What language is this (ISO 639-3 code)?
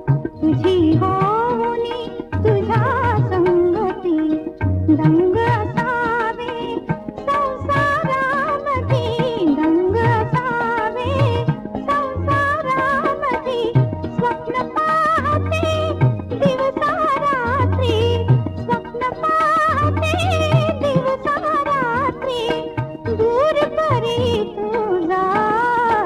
mar